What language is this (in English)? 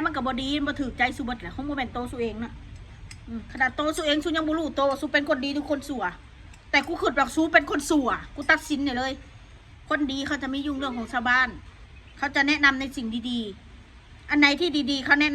Northeastern Thai